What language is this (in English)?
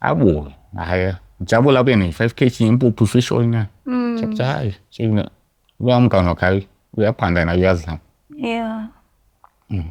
Zulu